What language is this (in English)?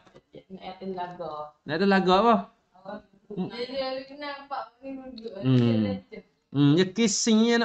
Malay